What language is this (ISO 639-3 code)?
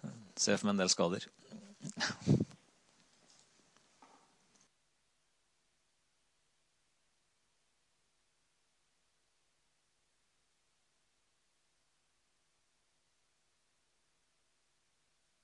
nor